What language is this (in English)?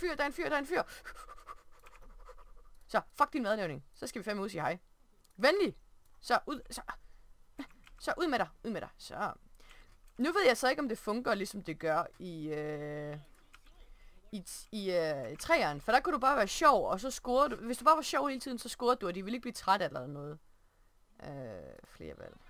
Danish